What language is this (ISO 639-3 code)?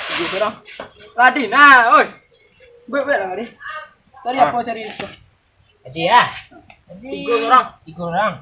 min